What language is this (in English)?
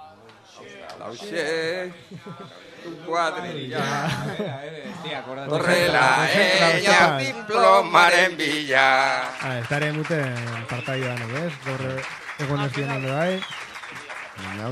Basque